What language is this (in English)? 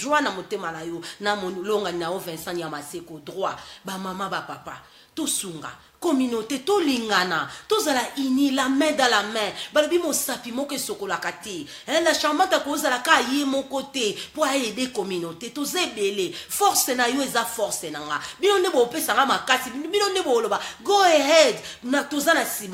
Lingala